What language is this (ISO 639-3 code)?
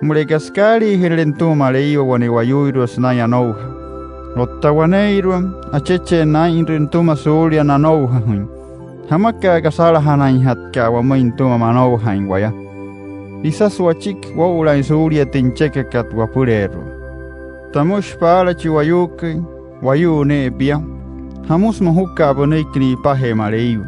guc